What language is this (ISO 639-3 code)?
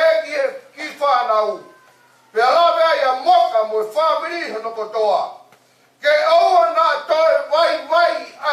ton